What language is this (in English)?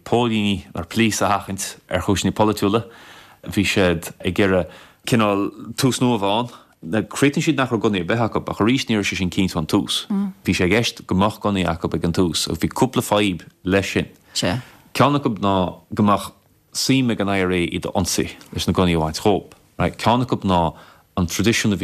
Irish